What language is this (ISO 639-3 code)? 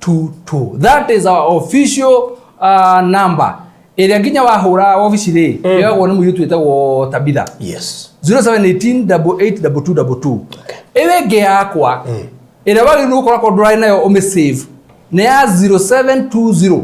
kik